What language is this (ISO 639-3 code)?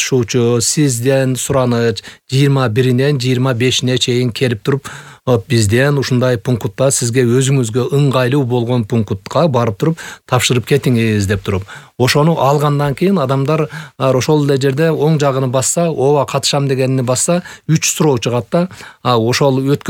kir